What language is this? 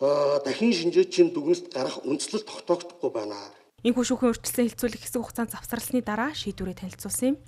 Mongolian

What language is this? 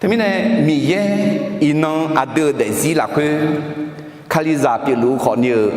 Akha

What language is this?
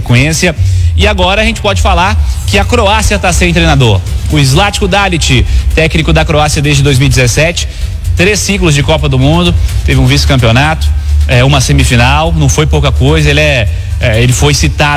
Portuguese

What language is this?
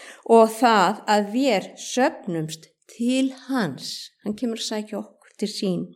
Icelandic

